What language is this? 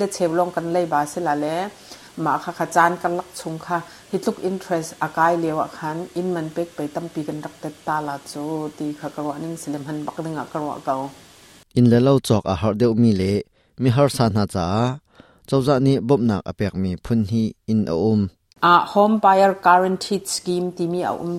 Hakha Chin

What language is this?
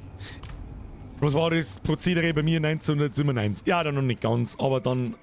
Bavarian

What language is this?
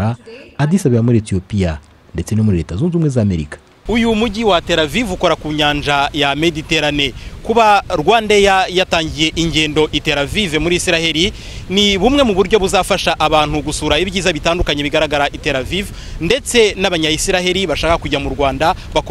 Kinyarwanda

